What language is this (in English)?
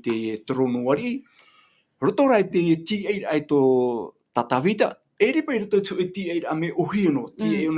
Tahitian